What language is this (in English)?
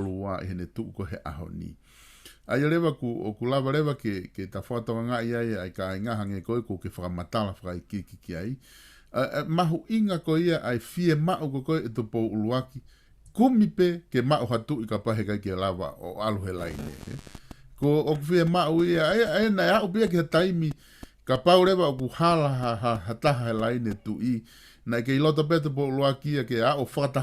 Tongan